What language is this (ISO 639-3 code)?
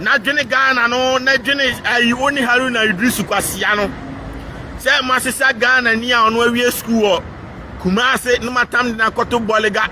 aka